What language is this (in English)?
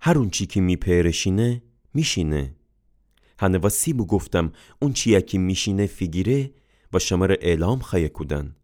Gilaki